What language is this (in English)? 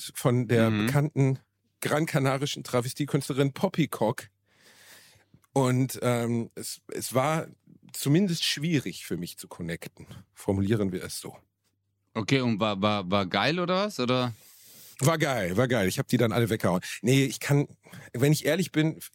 German